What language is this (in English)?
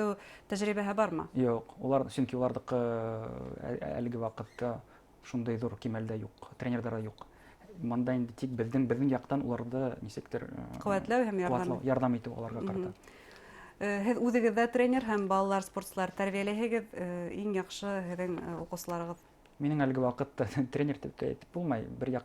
Bashkir